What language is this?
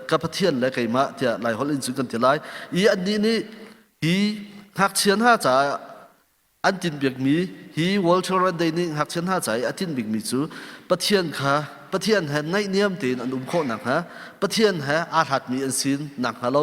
Hakha Chin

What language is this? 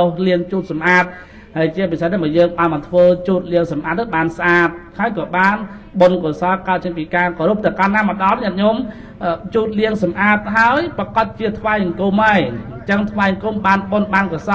Khmer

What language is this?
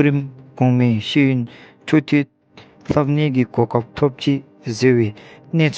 Dzongkha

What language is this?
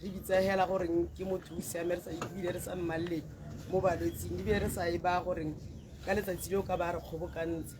Tswana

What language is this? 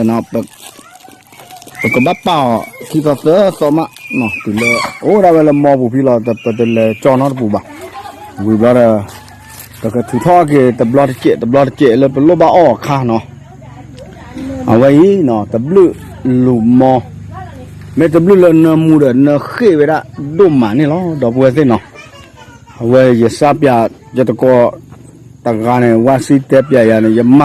S'gaw Karen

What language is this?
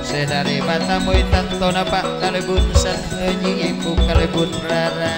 Madurese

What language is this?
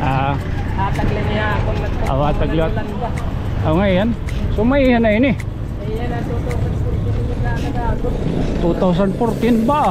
Waray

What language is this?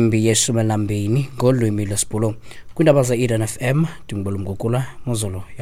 Xhosa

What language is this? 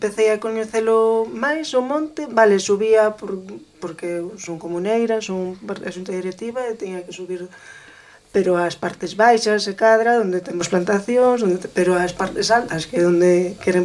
Galician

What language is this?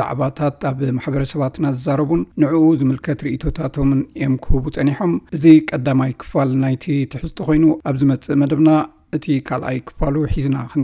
Tigrinya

